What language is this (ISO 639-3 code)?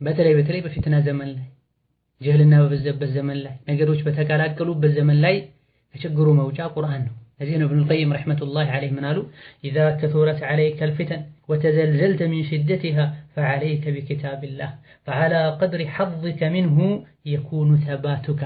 amh